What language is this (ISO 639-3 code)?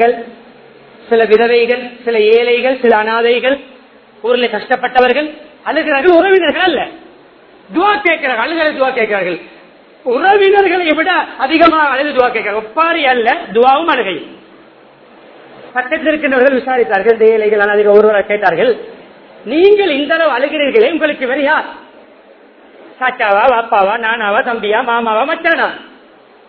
tam